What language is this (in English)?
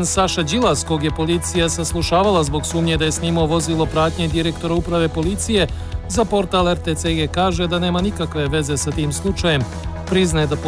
Serbian